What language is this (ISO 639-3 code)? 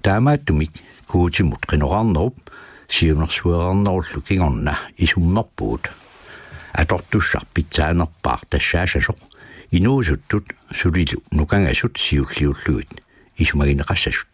kal